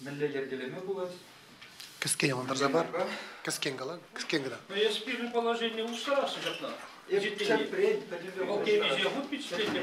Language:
Chuvash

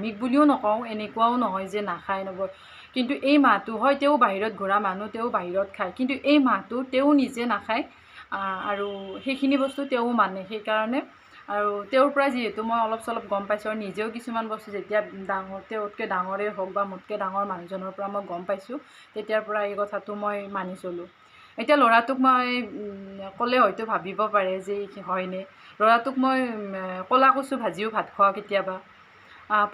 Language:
Assamese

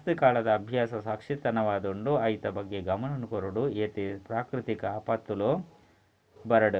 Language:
Tulu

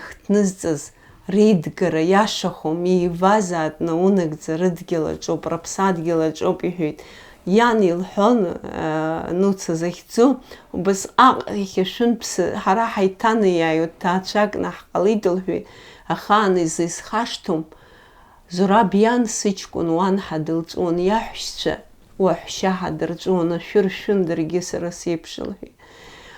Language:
Abkhazian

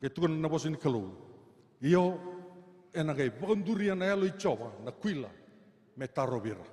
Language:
Fijian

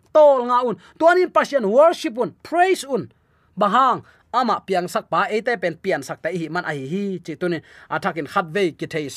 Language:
Tedim Chin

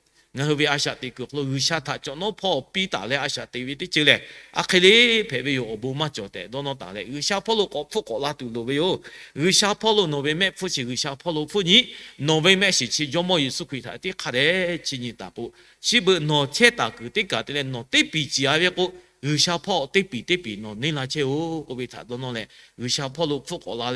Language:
Lahu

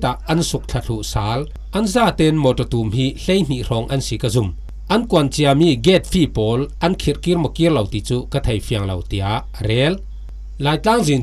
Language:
Falam Chin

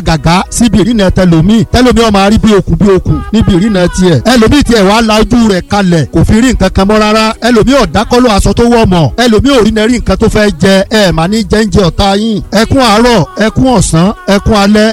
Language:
Yoruba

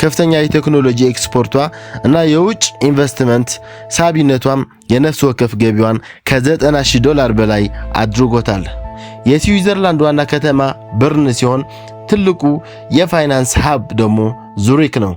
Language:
Amharic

